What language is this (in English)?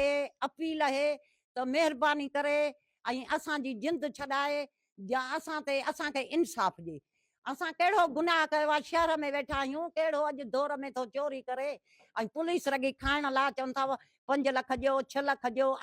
Sindhi